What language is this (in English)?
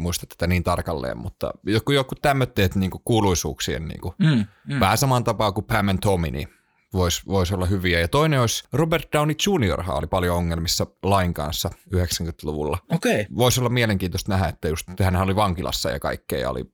Finnish